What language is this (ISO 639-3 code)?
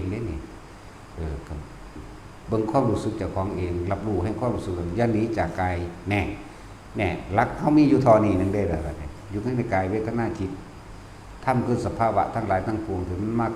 tts